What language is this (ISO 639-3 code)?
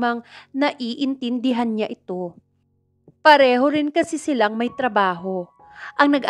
fil